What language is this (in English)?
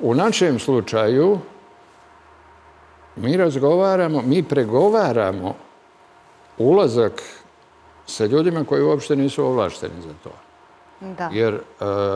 Serbian